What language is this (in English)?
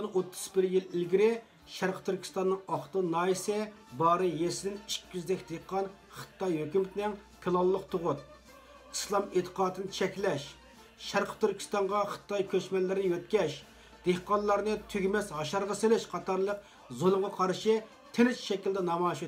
Uyghur